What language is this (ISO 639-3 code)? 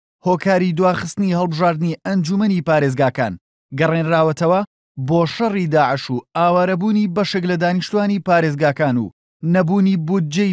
ckb